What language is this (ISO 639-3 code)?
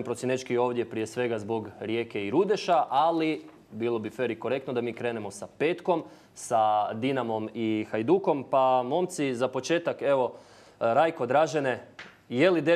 hrv